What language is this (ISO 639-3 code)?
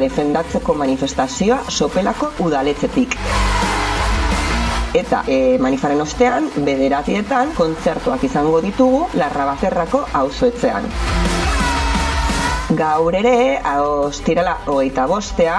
eus